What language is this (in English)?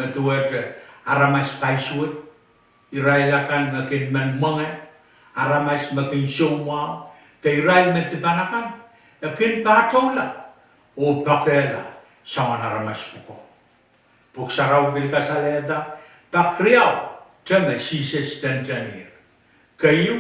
Pohnpeian